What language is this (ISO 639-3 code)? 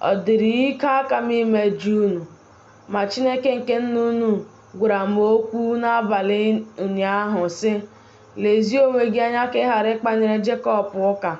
ibo